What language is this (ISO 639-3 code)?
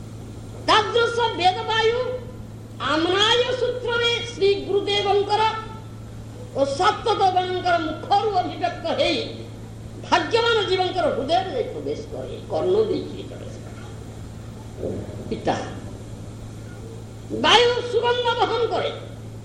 ori